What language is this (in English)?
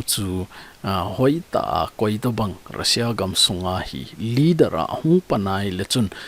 Thado Chin